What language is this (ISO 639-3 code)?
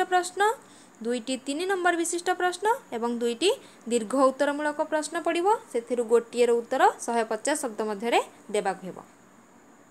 ori